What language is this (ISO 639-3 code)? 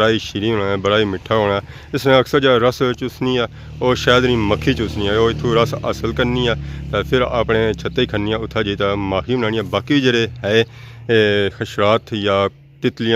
phr